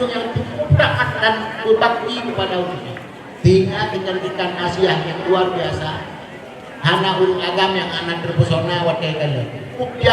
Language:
Achinese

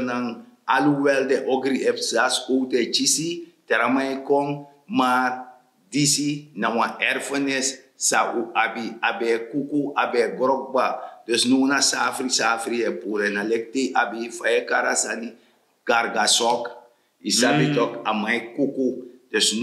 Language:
Sranan Tongo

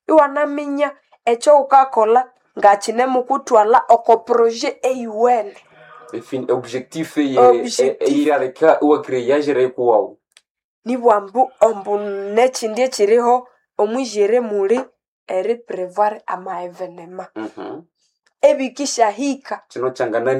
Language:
Nande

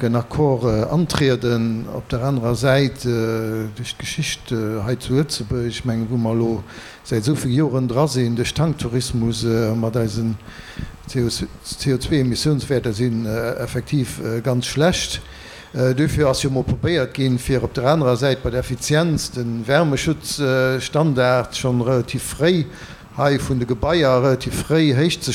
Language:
Luxembourgish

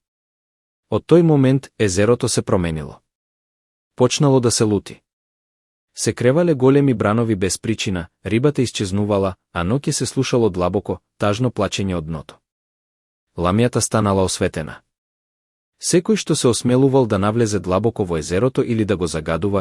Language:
Macedonian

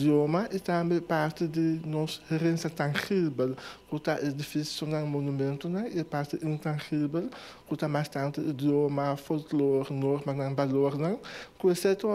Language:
Papiamento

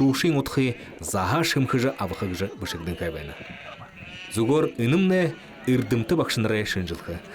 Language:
Buriat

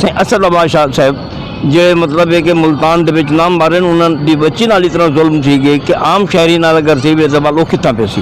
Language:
Saraiki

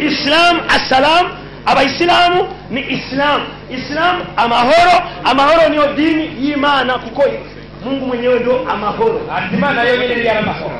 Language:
Rundi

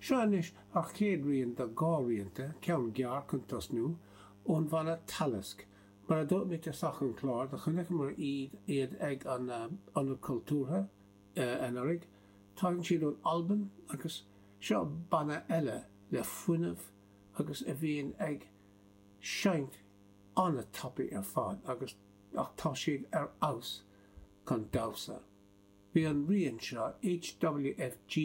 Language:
Irish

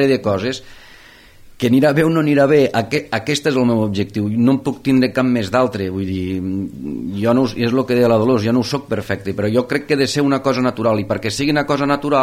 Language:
Catalan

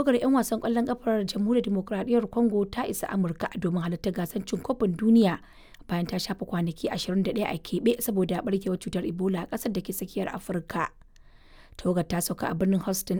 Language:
Hausa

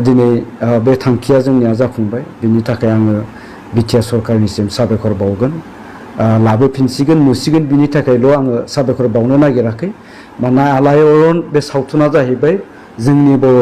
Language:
Bodo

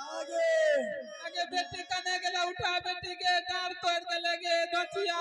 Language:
Maithili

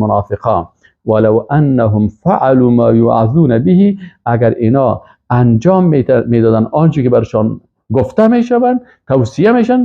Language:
Persian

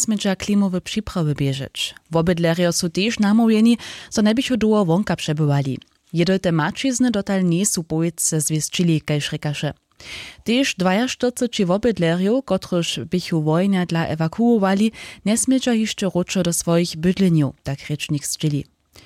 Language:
Upper Sorbian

